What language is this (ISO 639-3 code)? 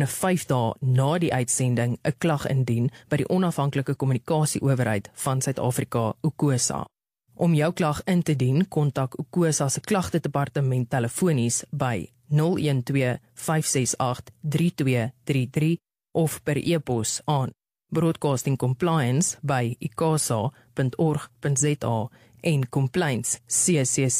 afr